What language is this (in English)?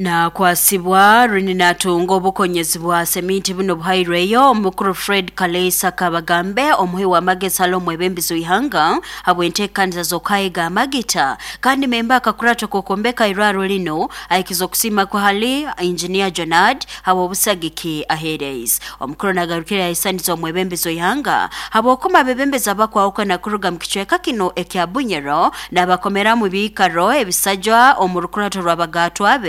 Nyoro